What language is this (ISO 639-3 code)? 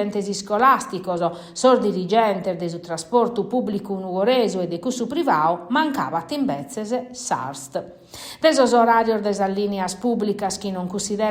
srd